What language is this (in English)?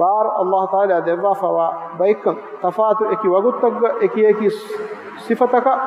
Divehi